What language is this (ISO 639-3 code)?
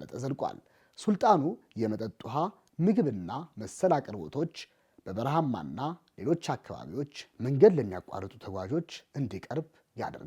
amh